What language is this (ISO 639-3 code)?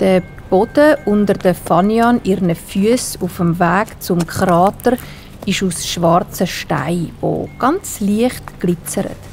gsw